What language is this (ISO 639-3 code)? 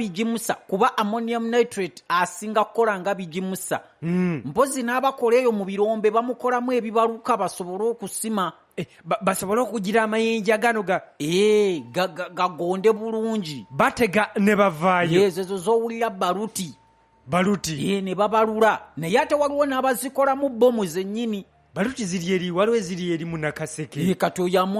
lug